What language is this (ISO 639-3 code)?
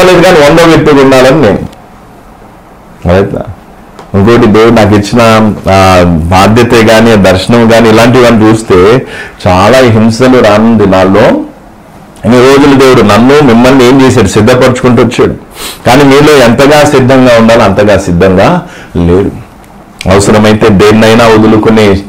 tel